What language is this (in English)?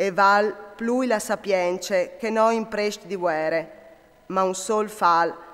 Friulian